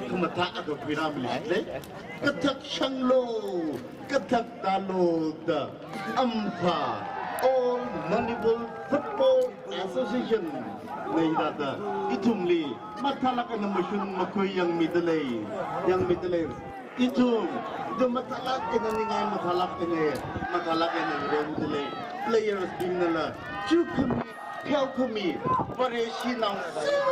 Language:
Tangkhul Naga (India)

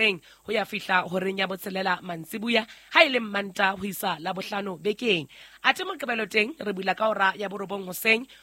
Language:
Southern Sotho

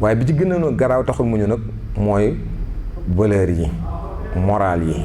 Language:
Wolof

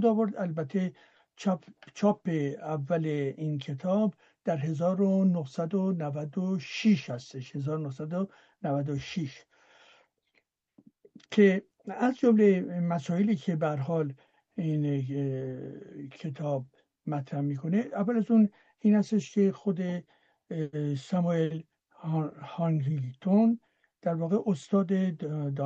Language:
Persian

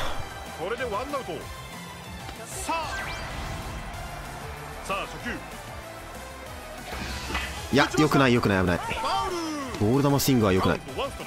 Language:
Japanese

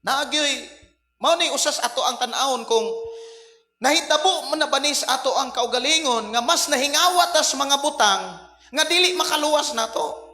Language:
Cebuano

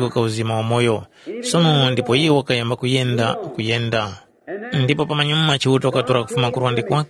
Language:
Tumbuka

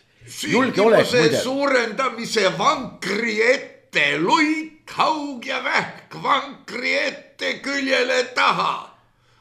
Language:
Estonian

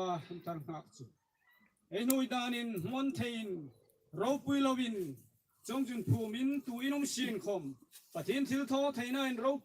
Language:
Hmar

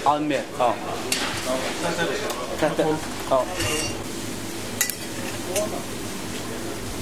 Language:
Icelandic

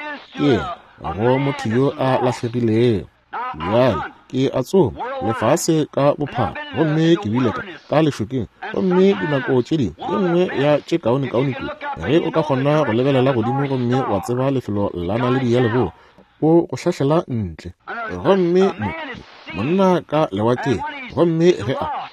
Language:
Northern Sotho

